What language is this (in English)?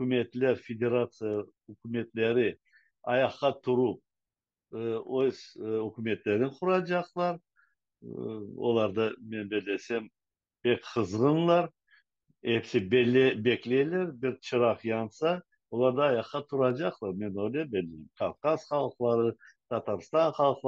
Crimean Tatar